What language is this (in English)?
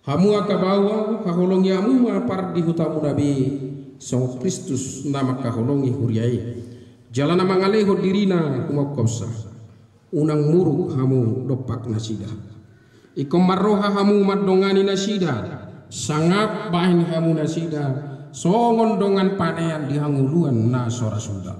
Batak Toba